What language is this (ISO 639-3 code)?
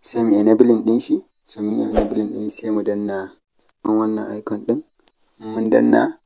hau